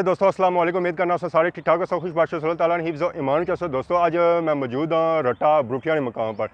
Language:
Pahari-Potwari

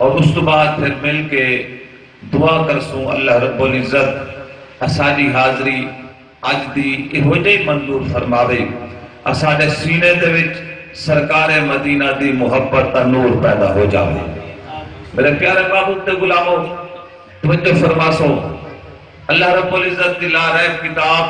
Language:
Saraiki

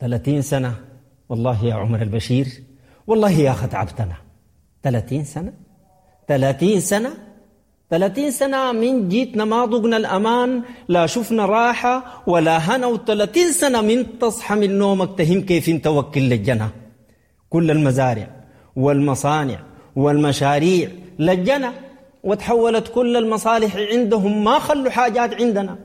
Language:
Sudanese Arabic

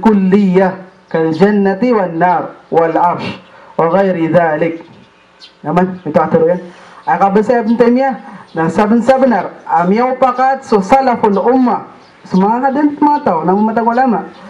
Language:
Maranao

